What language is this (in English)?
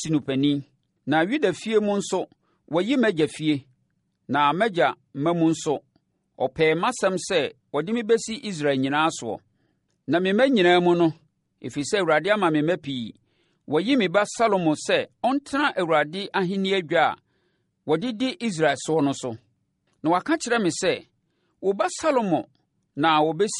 Akan